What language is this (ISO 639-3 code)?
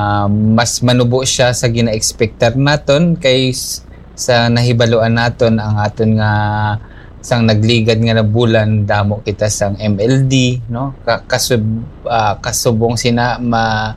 hil